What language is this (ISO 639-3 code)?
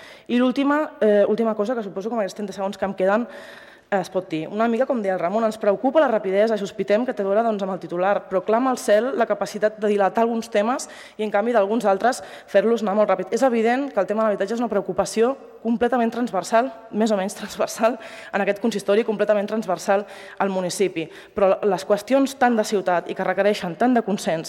cat